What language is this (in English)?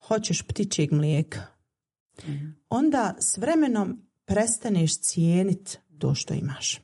Bosnian